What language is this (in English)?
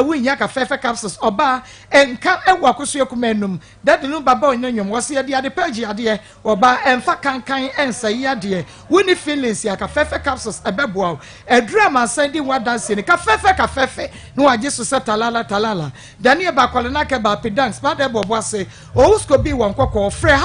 Akan